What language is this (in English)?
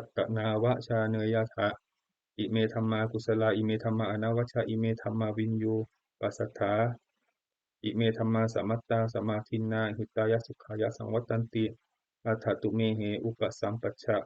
Pali